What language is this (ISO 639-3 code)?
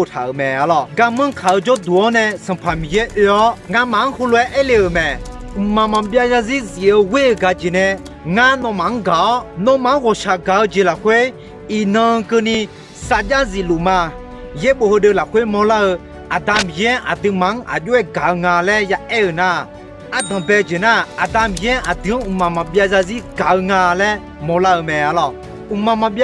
ahk